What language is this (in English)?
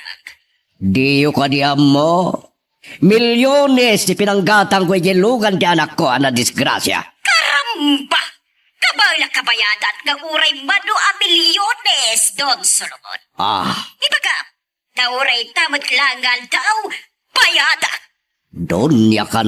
Iloko